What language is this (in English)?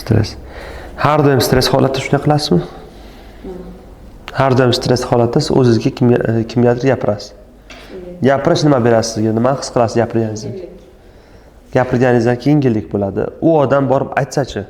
Uzbek